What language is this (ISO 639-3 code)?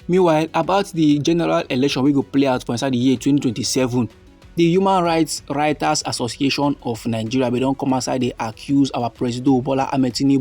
pcm